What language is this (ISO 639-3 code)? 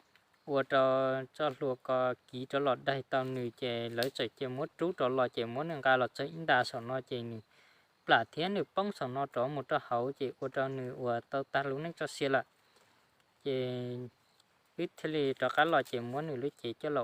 hmn